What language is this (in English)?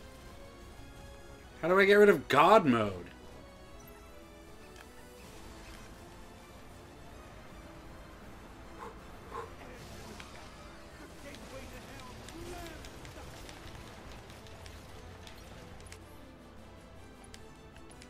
English